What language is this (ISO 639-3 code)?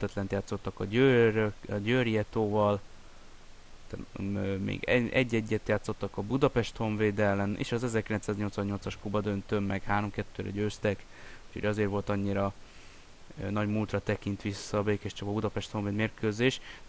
hun